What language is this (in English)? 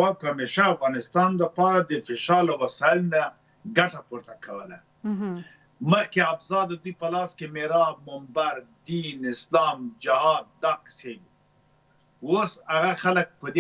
Pashto